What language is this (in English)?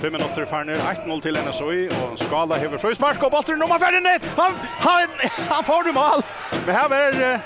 Faroese